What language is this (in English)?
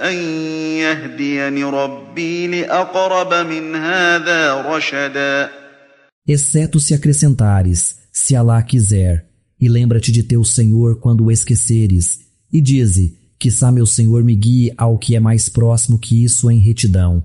Galician